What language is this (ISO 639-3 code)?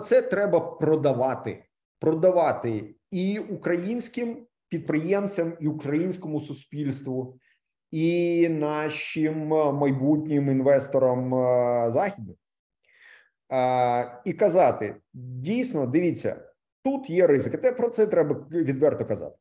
ukr